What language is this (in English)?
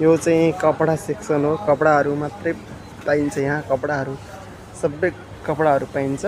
Nepali